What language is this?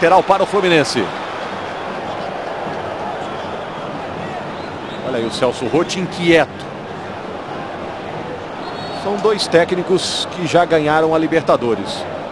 Portuguese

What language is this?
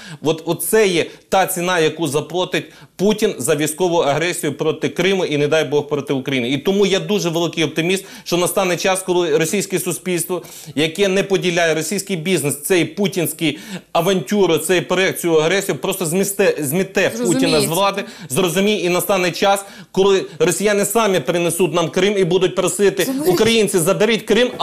Ukrainian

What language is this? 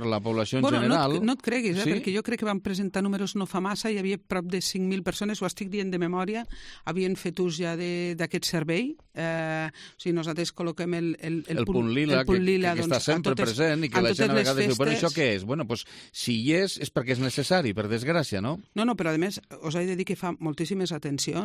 Catalan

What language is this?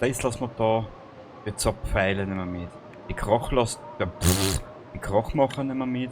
Bavarian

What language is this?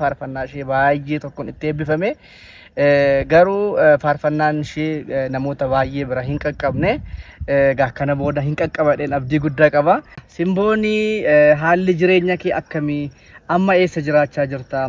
Oromo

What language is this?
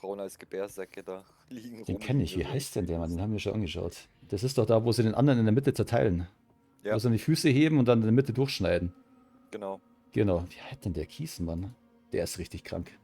Bavarian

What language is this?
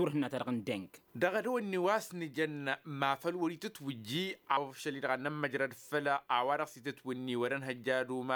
Tamasheq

